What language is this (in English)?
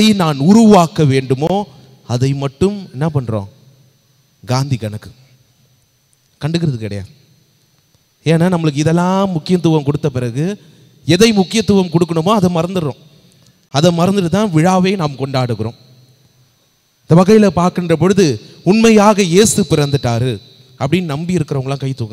Tamil